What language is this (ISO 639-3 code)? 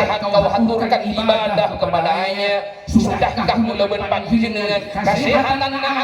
mad